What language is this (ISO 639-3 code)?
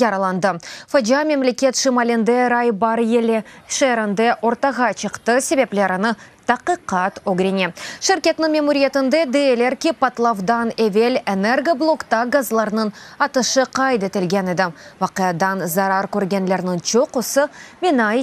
crh